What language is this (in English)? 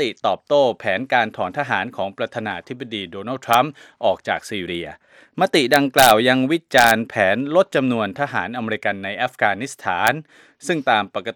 Thai